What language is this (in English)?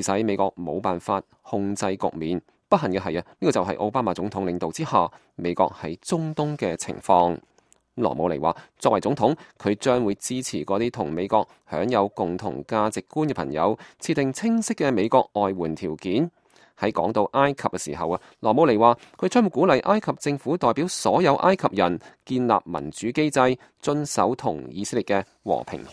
Cantonese